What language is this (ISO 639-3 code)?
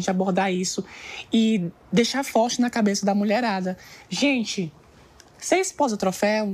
por